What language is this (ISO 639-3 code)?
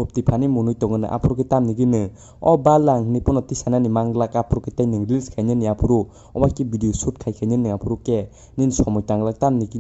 trp